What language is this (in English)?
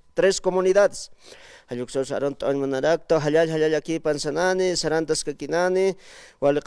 Aymara